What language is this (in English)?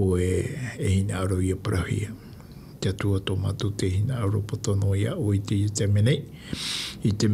Tahitian